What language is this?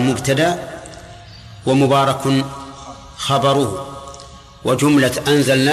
Arabic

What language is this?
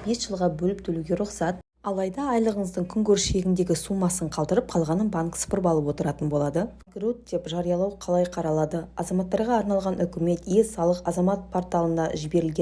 Kazakh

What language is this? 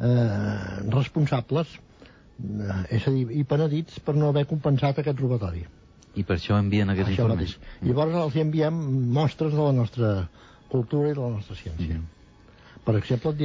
Catalan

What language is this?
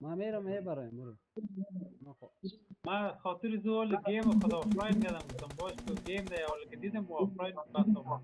Persian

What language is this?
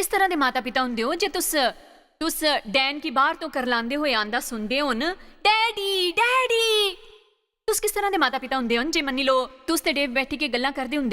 Dogri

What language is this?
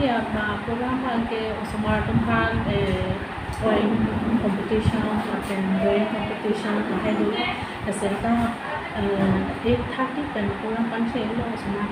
Karbi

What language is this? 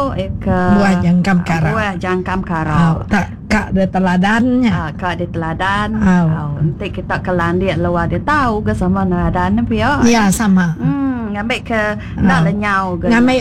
Iban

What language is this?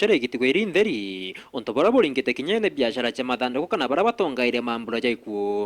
Meru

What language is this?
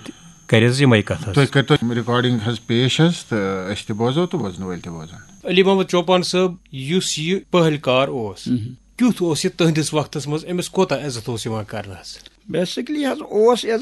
Kashmiri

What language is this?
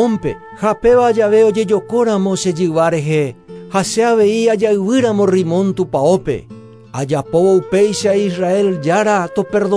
Guarani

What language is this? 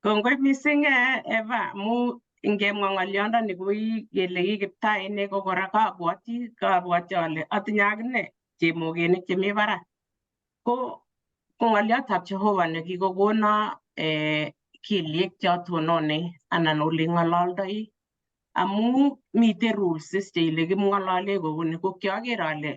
Kalenjin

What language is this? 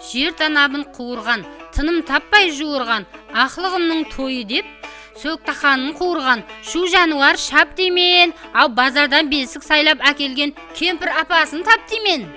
Kara-Kalpak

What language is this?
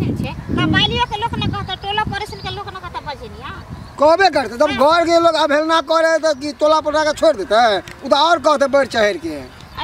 Maithili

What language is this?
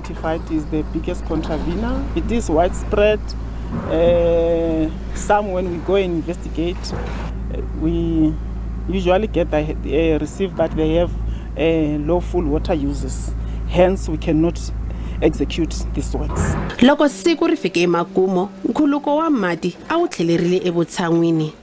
Tsonga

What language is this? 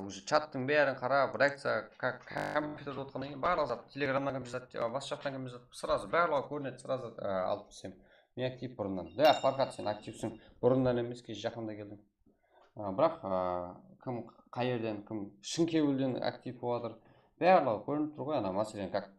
Kara-Kalpak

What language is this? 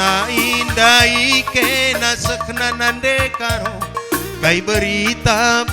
Batak Karo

